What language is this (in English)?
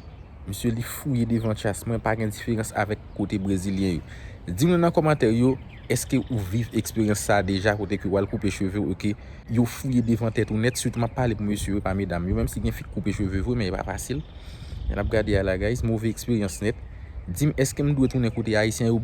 Haitian Creole